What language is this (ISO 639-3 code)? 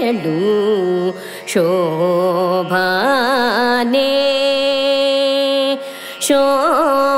kan